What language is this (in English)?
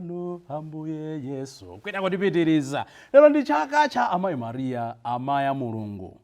Nyanja